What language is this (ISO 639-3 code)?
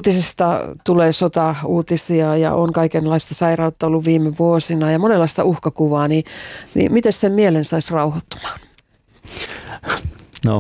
fin